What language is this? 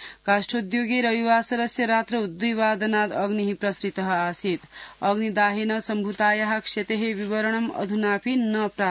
Sanskrit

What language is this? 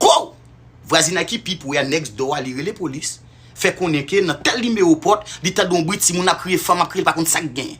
Haitian Creole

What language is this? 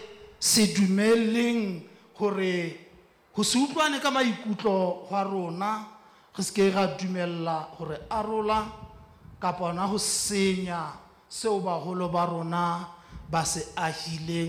Southern Sotho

